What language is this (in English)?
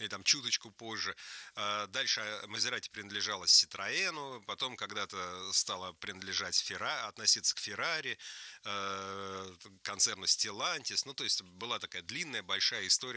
Russian